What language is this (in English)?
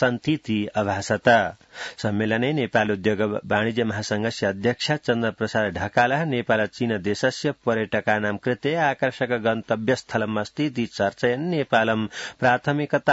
Sanskrit